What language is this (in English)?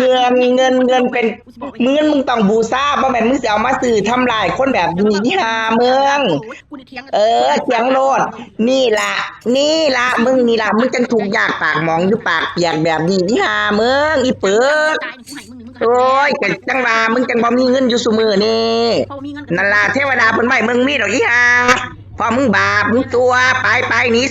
Northeastern Thai